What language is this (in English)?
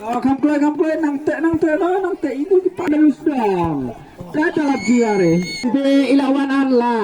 Khasi